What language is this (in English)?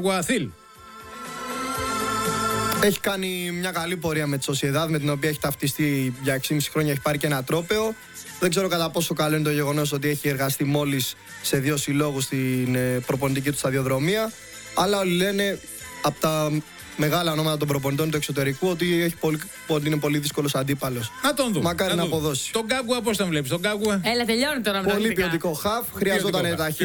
Greek